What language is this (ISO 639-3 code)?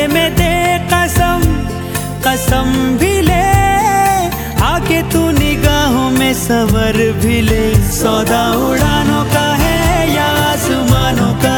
hin